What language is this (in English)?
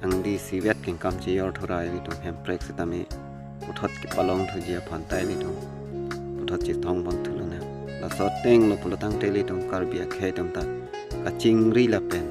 Karbi